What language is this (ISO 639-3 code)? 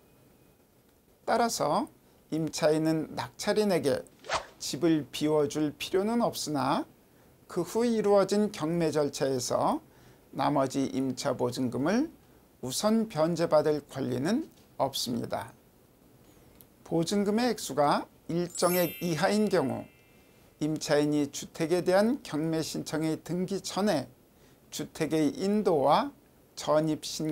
kor